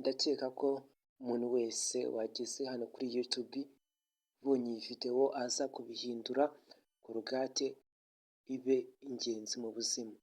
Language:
Kinyarwanda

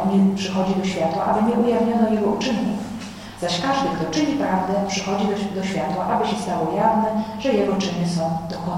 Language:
Polish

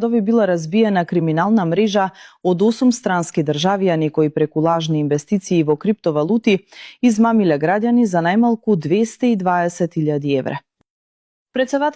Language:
Macedonian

